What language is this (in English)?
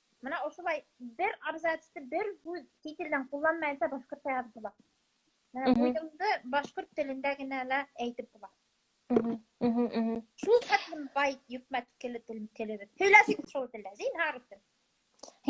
Bashkir